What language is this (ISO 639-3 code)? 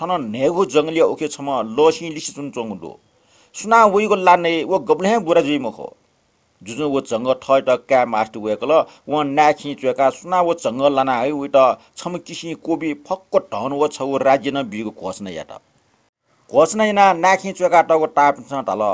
new